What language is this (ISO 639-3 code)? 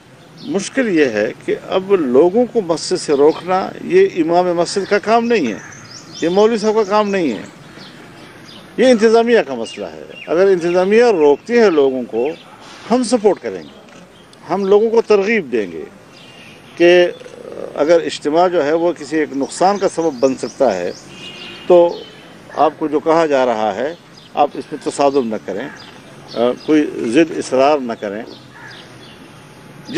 urd